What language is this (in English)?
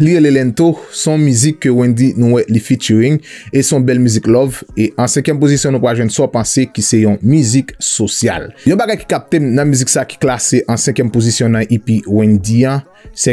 Haitian Creole